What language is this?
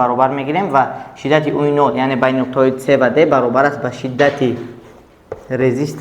Tajik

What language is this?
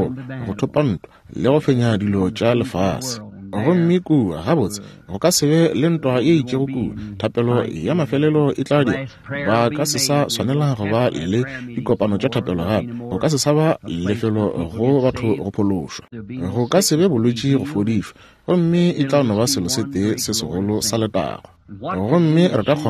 Northern Sotho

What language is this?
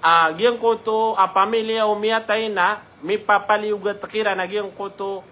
Maranao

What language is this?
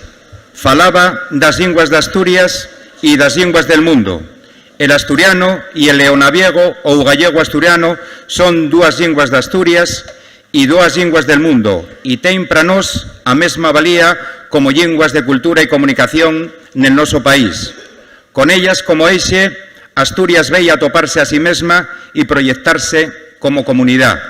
Asturian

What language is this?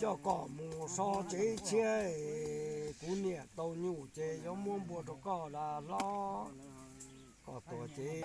Hmong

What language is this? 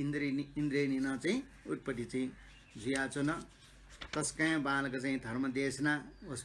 Newari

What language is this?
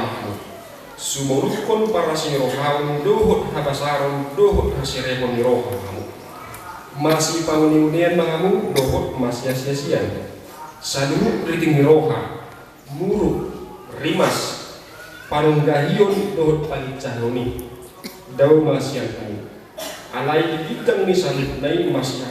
Batak Toba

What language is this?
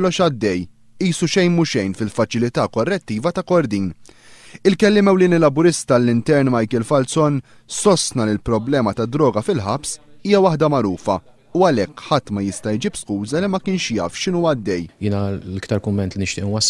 Maltese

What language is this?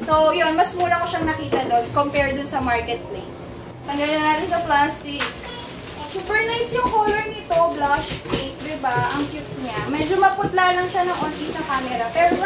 Filipino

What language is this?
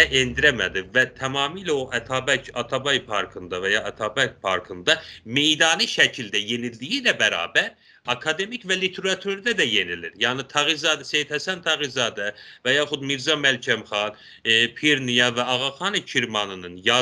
South Azerbaijani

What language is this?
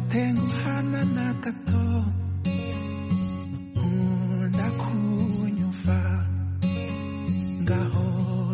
Kinyarwanda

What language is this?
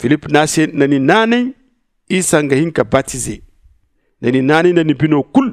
Zarma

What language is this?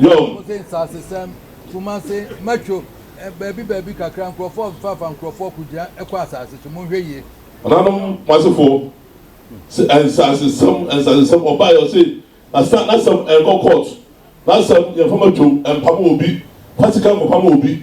Akan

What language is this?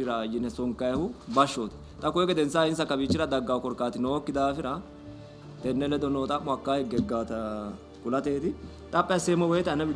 Sidamo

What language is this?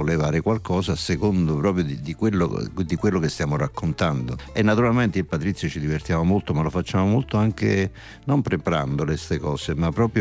Italian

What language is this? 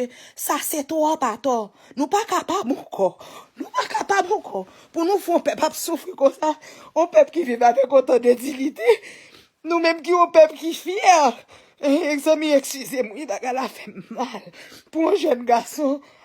Haitian Creole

